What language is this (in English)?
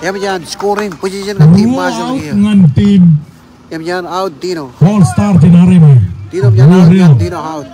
Marshallese